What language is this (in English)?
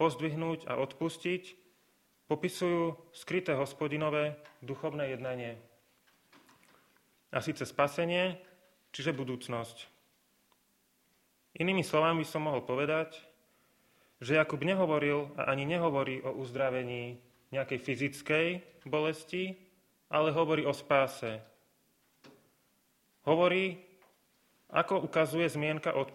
Slovak